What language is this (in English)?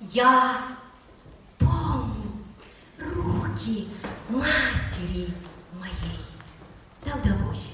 Chuvash